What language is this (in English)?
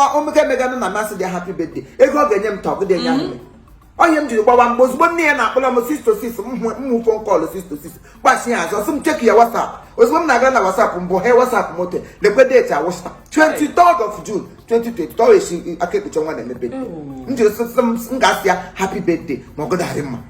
Igbo